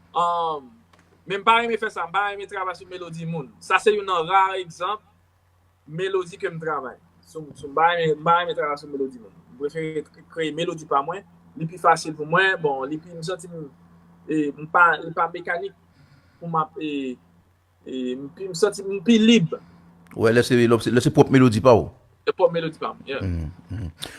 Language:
Haitian Creole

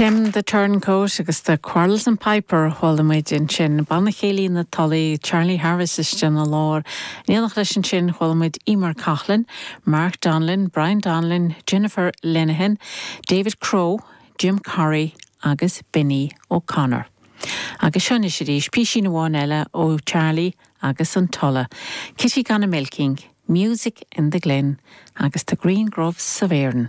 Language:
Irish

